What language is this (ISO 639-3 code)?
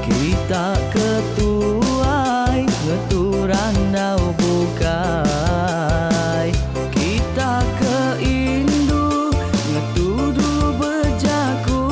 iba